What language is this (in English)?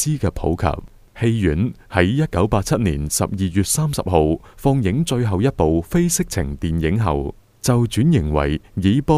Cantonese